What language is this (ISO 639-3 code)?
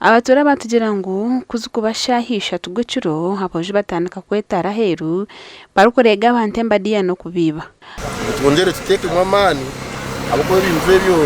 nyn